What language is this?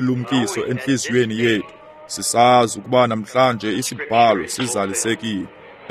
Xhosa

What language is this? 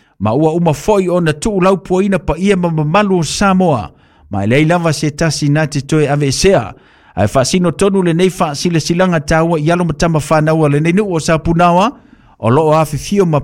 Samoan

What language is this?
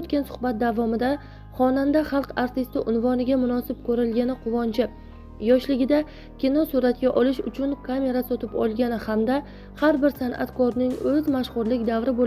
Uzbek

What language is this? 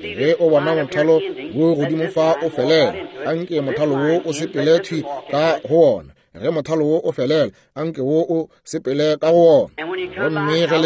Northern Sotho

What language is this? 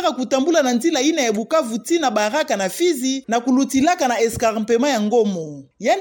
Kituba (Democratic Republic of Congo)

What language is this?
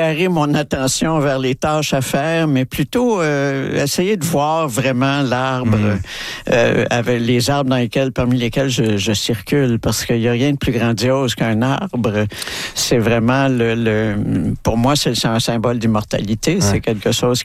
French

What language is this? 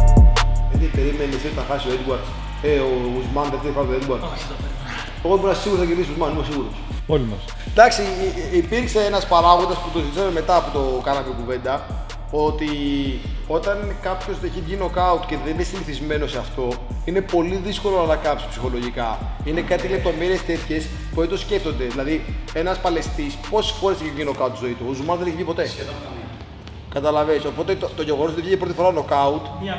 Greek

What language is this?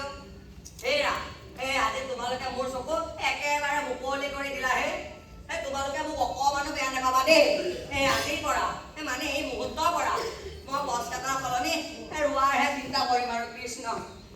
Assamese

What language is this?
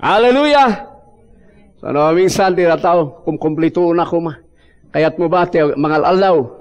Iloko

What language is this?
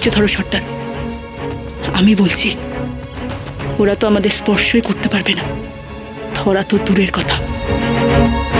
Bangla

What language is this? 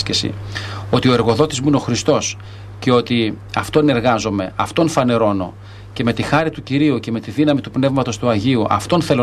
Greek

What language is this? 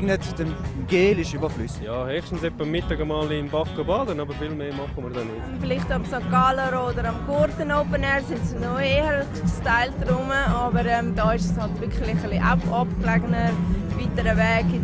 Romansh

